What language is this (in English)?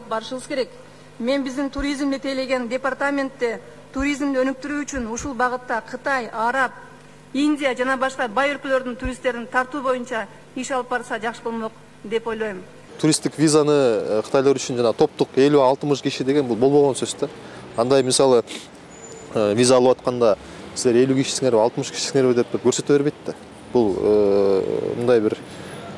Kyrgyz